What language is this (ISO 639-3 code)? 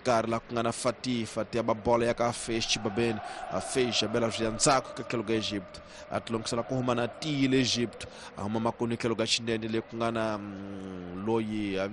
tso